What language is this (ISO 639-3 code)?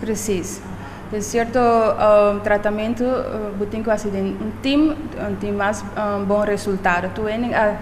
pap